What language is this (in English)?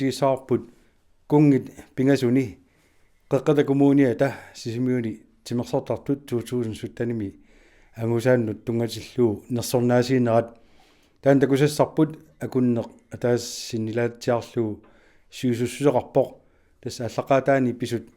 Kalaallisut